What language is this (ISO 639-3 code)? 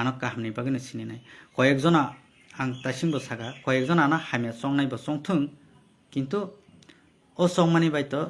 trp